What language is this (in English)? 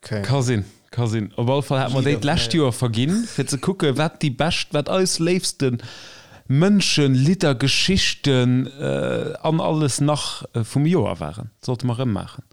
Luxembourgish